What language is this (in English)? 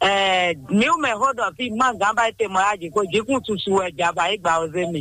Fon